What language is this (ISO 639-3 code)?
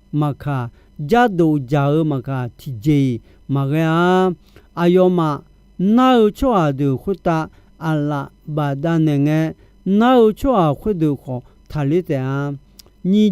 ahk